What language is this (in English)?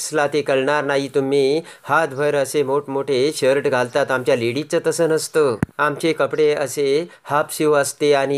Marathi